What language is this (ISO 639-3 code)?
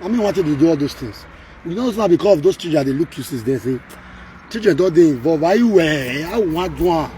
pcm